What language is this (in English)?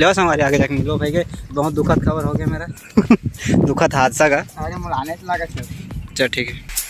Chhattisgarhi